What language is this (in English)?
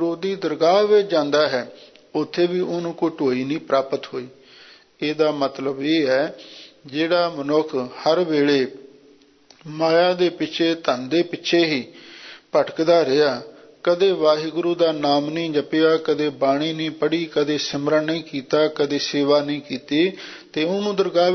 Punjabi